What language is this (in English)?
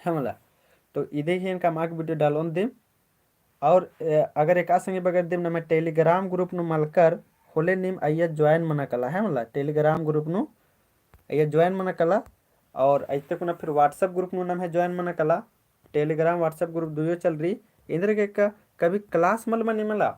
Kurukh